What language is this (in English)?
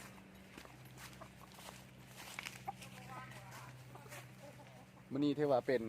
Lao